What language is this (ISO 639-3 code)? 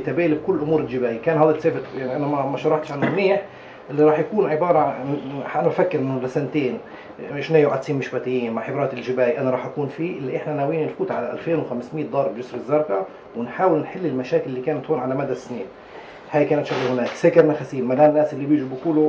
apc